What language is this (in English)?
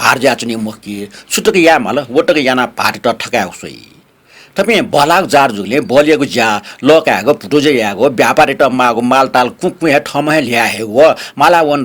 Newari